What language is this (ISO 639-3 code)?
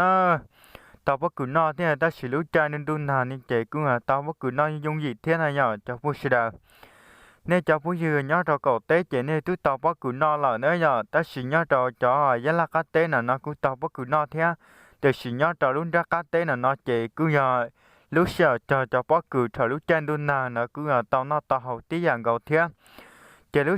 hmn